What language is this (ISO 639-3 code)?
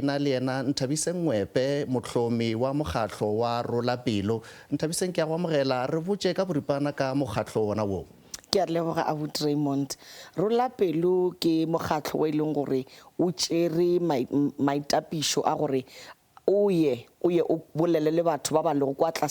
nso